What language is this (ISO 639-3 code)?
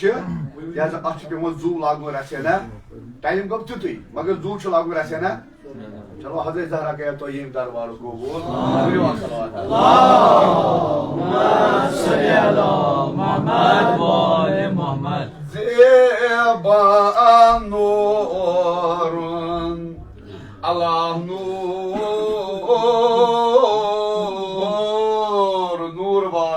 kas